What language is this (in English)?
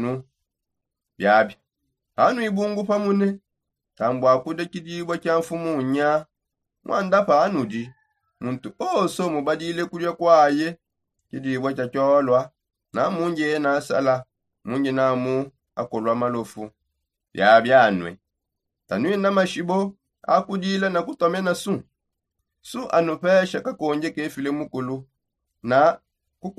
Songe